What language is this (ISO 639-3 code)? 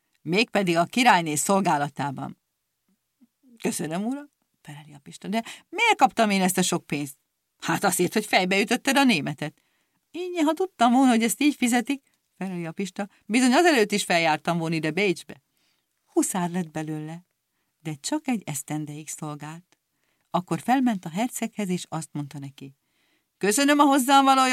hun